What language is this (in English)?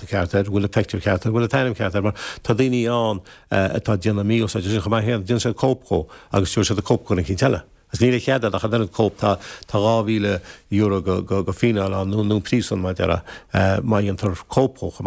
Irish